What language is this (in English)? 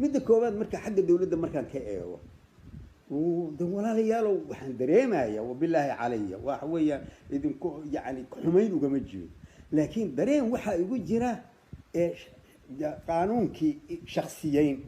Somali